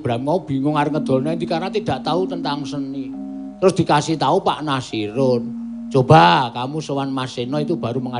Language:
Javanese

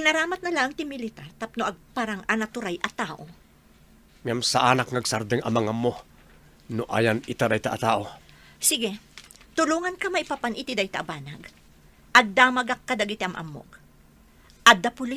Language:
Iloko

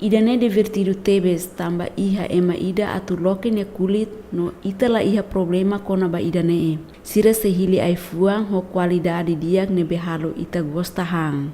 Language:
Tetum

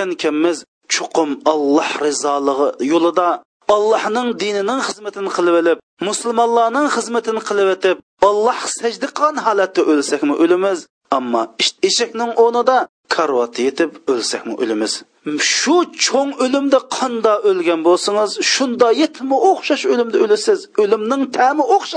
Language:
Uyghur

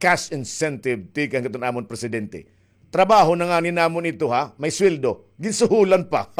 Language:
Waray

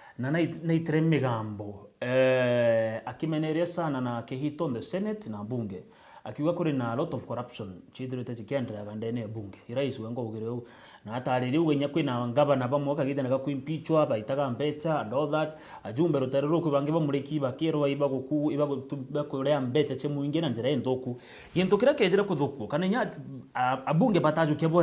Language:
Meru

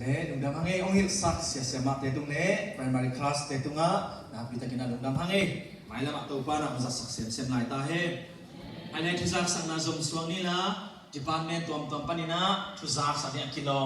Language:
Tedim Chin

